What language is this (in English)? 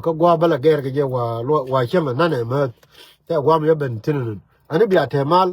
Nuer